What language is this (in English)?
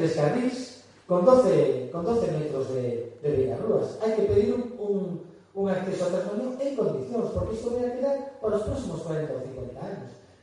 Galician